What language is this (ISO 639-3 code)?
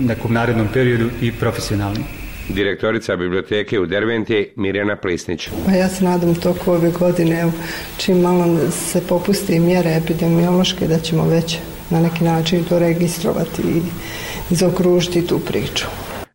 bos